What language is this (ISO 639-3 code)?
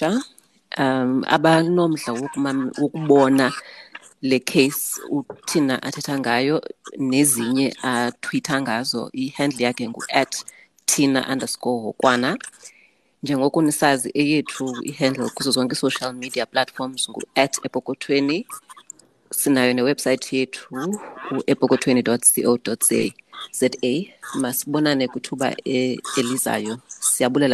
xho